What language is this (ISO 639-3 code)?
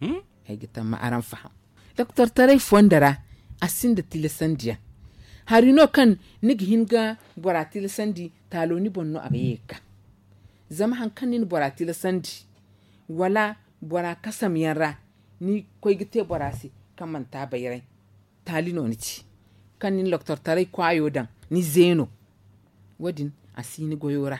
dje